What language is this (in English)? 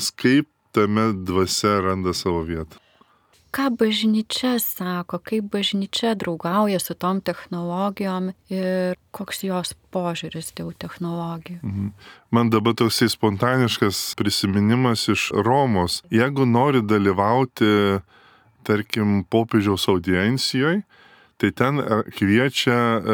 Lithuanian